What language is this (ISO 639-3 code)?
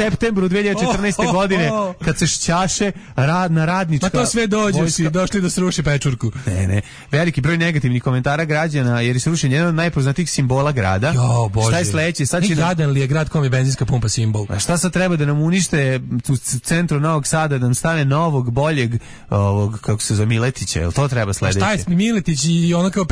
srp